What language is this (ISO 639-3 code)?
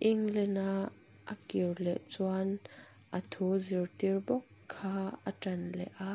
lus